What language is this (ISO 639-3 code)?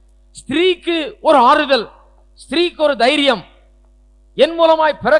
tam